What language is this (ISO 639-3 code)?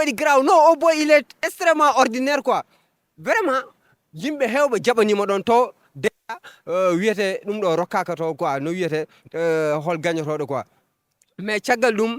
ful